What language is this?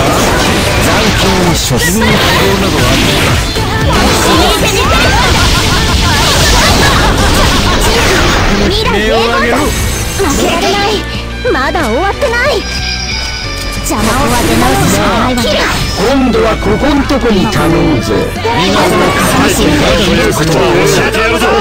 Japanese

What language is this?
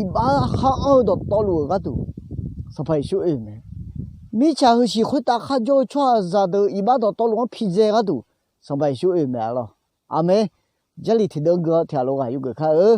Akha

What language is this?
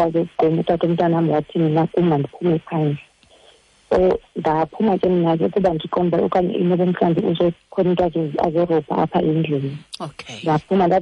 Xhosa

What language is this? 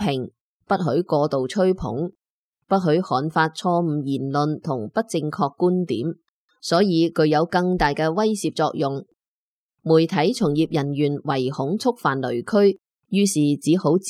Cantonese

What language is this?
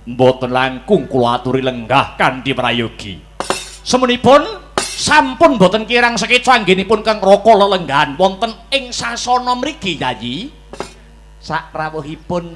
Javanese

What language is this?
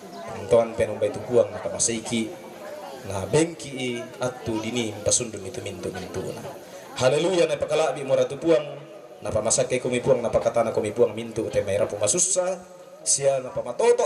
Toraja-Sa'dan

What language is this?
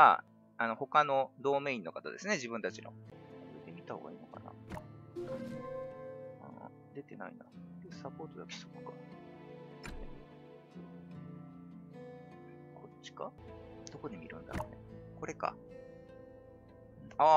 Japanese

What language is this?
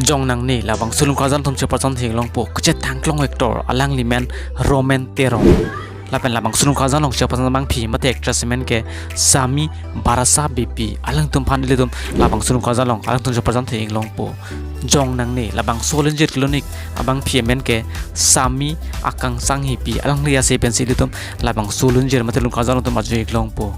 Karbi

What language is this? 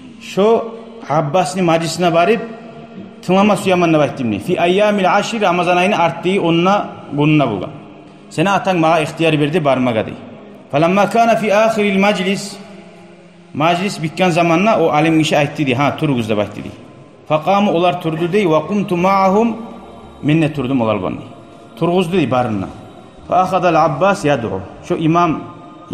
Kumyk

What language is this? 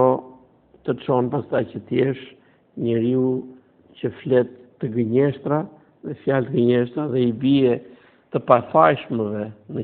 Albanian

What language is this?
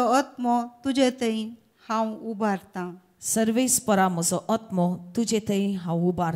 Konkani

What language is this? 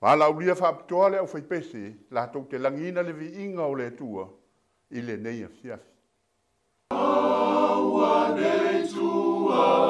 Samoan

